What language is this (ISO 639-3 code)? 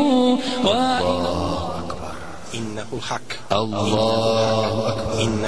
bos